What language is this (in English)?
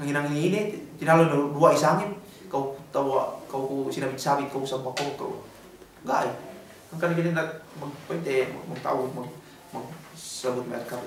Yakan